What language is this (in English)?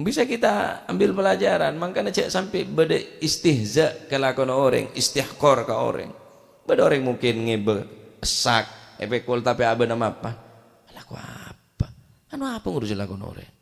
Madurese